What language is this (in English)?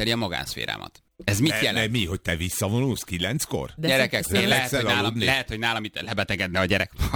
Hungarian